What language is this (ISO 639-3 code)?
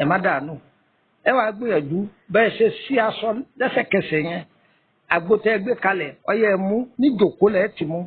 yor